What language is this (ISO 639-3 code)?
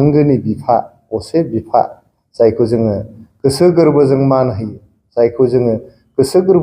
brx